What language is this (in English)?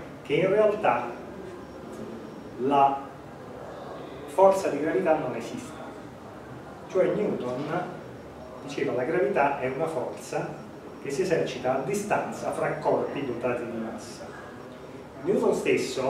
Italian